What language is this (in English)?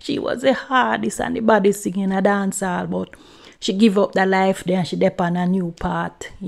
Jamaican Creole English